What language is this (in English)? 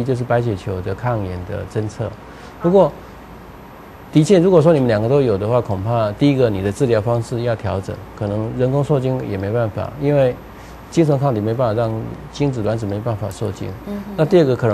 Chinese